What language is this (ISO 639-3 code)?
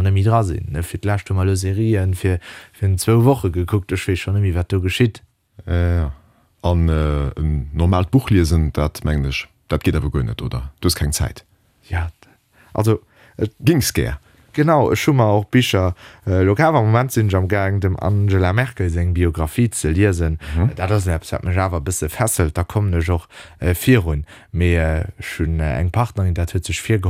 ltz